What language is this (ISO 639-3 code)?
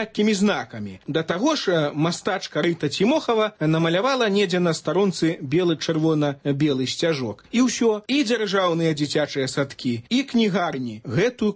bel